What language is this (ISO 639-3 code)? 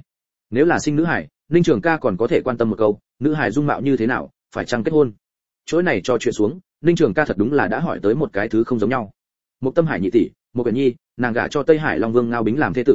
vie